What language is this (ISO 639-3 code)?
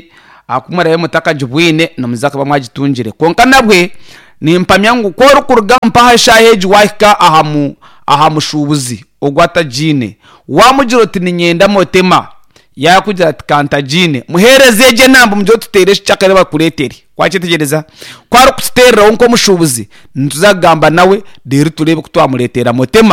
nyn